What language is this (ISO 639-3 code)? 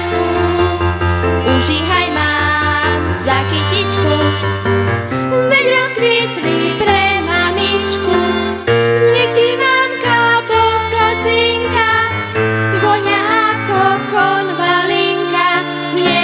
slk